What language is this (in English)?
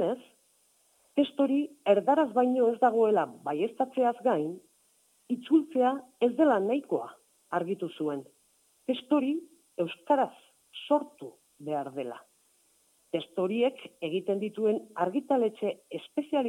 Basque